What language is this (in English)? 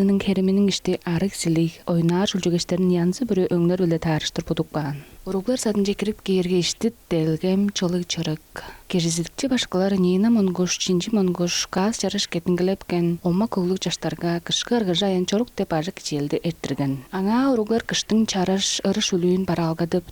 Tuvinian